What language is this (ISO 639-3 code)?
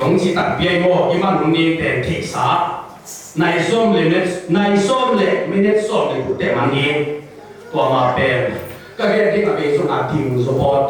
ctd